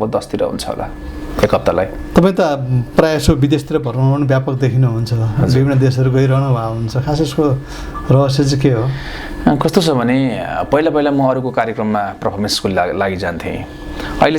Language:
Nepali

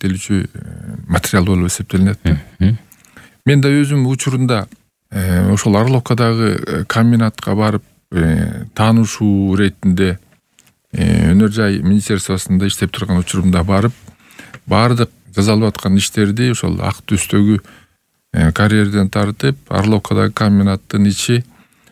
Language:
Kyrgyz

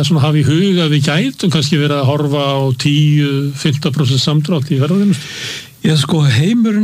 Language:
Icelandic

